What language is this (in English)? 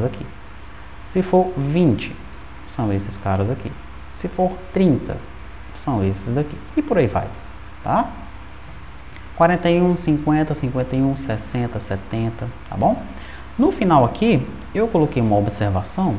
Portuguese